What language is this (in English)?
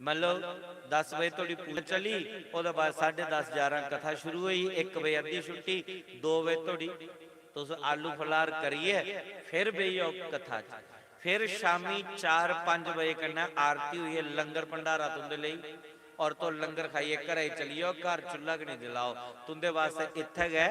Dogri